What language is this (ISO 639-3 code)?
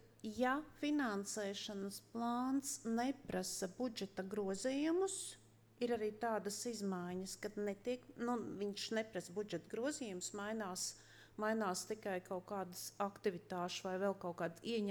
lav